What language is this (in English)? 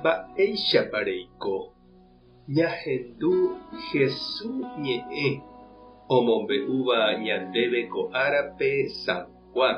Guarani